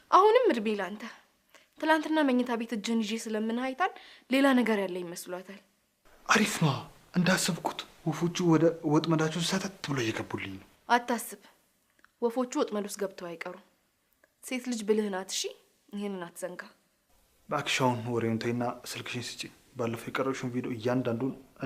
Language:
Amharic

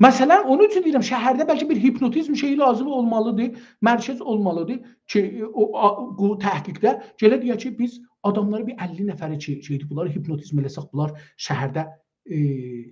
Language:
South Azerbaijani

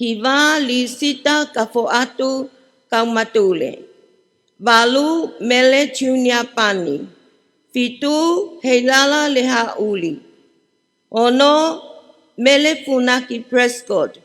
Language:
Tongan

